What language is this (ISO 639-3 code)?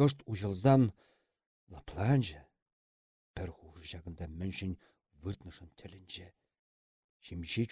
chv